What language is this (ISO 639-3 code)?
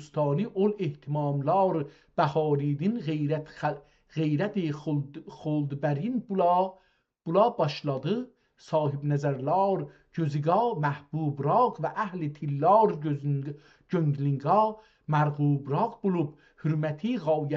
azb